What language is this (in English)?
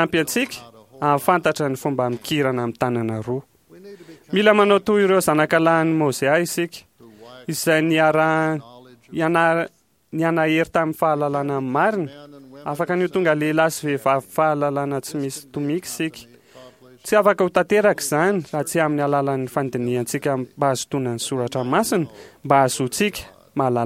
Malagasy